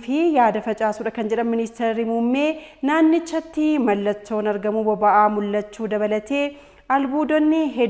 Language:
Oromo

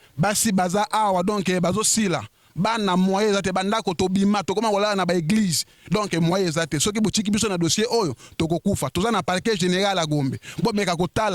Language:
Lingala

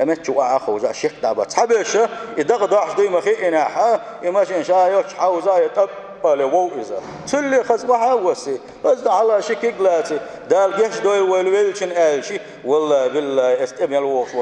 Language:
Chechen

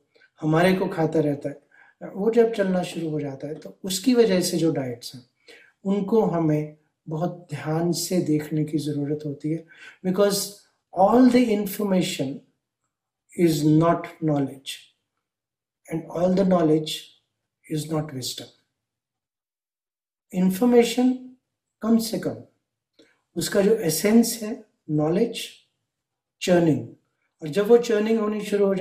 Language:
Hindi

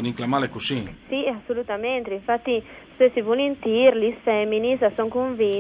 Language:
Friulian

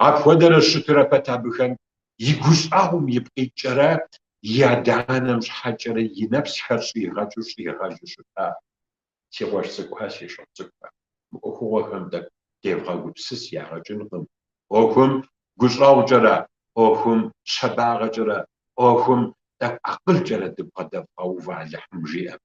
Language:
Kabardian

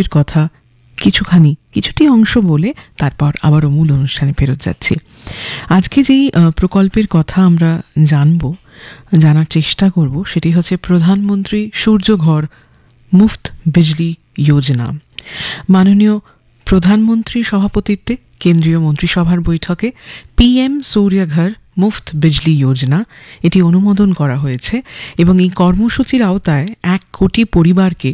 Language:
Bangla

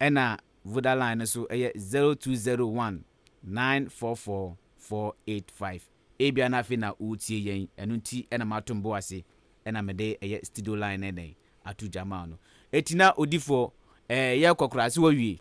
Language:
Akan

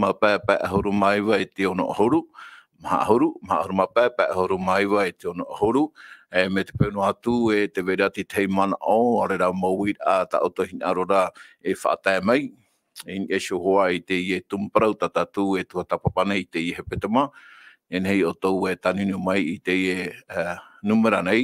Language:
Tahitian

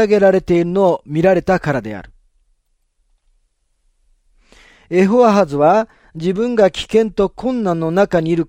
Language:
Japanese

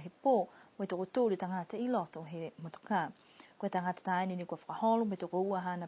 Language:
Niuean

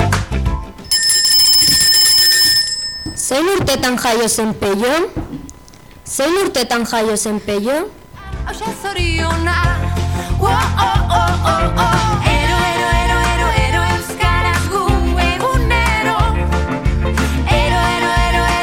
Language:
Basque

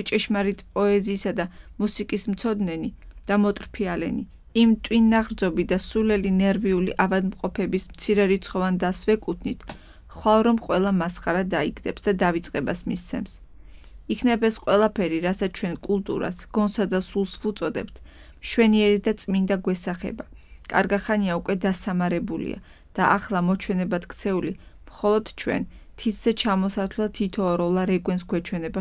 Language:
Georgian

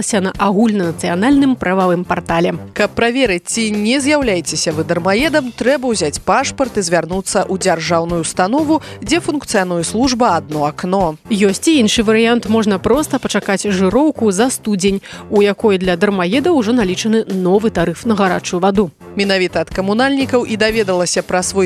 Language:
Belarusian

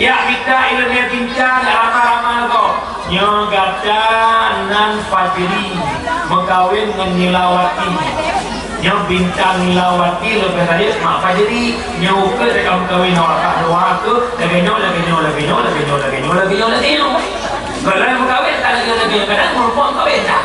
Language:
Achinese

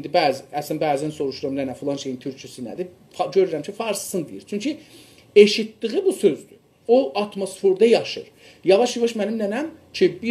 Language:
South Azerbaijani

